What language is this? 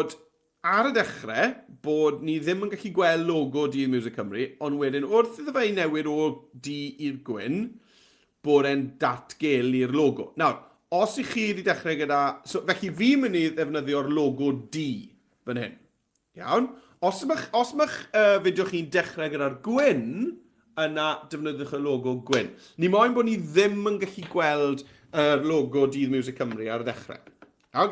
Welsh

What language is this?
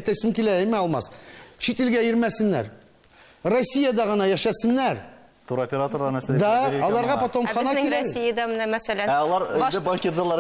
Tatar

